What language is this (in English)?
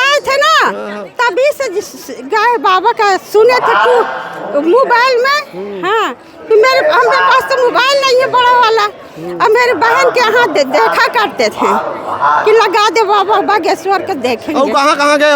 Chhattisgarhi